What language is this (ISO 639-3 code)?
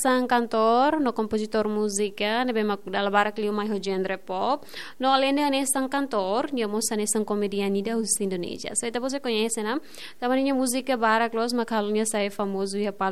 tet